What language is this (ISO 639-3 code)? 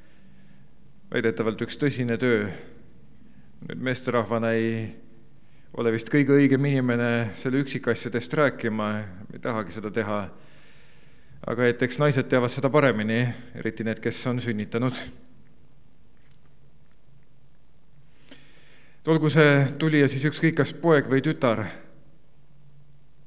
est